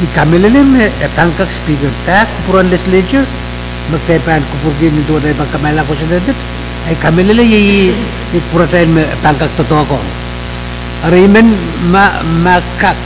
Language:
Pohnpeian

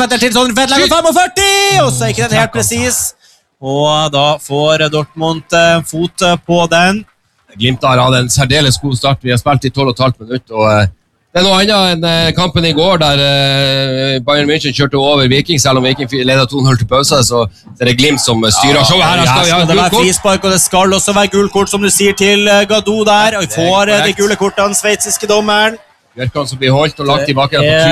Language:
Norwegian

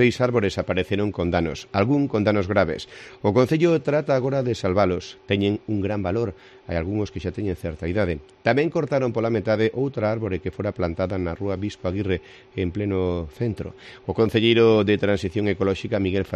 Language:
Galician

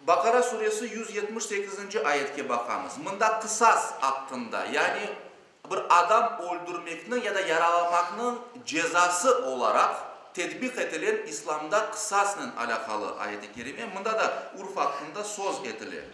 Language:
Crimean Tatar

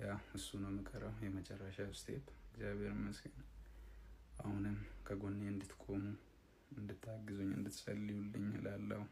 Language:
Amharic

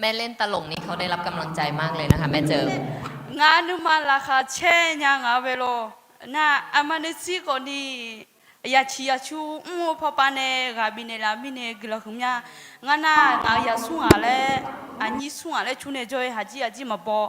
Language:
Akha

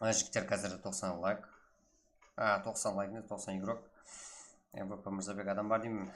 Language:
Kara-Kalpak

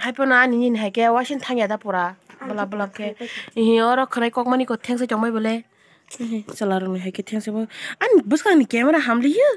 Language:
Kok Borok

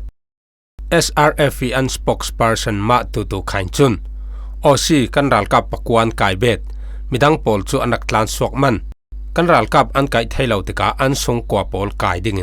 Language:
Falam Chin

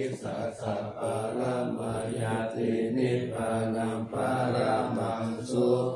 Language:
Pali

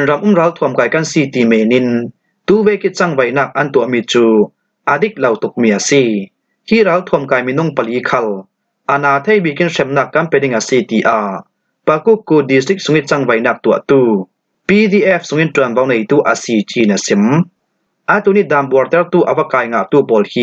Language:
Falam Chin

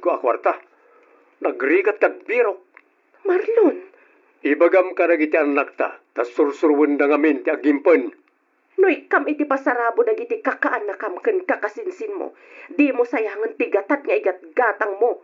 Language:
Iloko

